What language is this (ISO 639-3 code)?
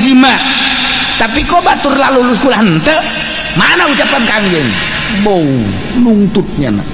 sun